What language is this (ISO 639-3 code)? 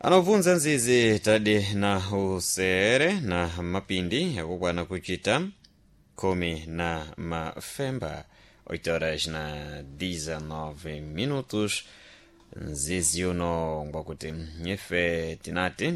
seh